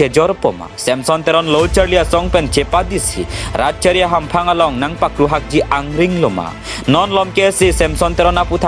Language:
Karbi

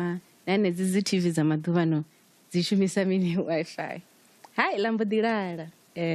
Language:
Venda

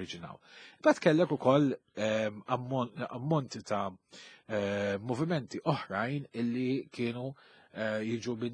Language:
Maltese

